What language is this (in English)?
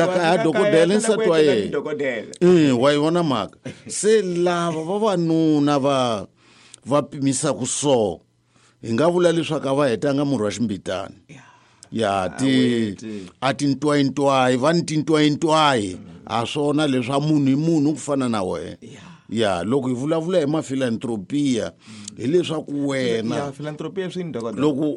Tsonga